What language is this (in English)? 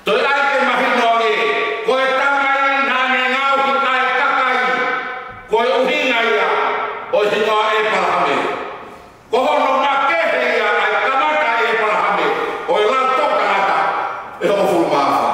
Tongan